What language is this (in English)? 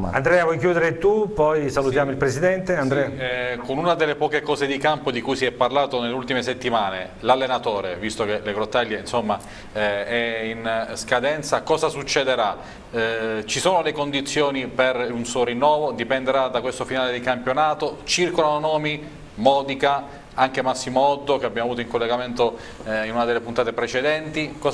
Italian